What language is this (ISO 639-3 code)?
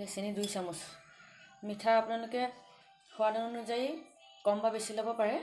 asm